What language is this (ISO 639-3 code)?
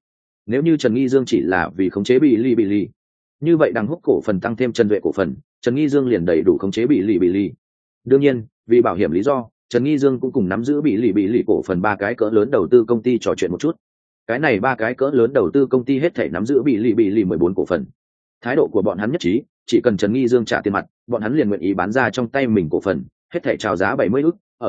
vie